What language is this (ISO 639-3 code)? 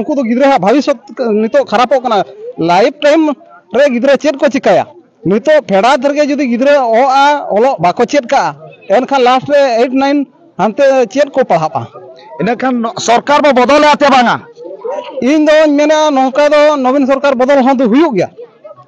sat